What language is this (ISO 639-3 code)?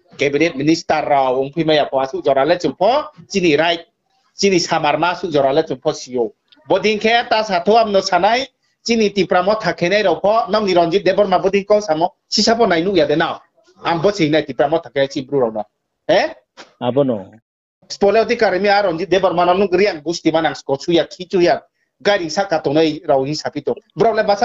ria